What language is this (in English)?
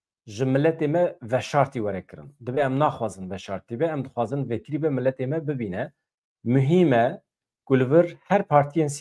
Kurdish